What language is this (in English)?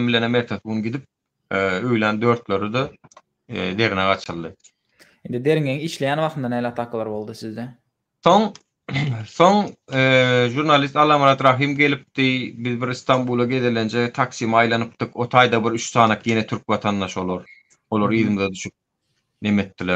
Turkmen